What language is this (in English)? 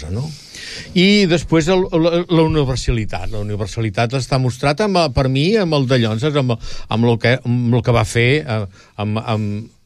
Catalan